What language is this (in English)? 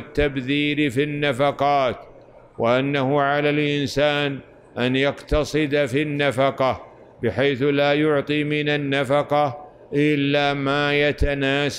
Arabic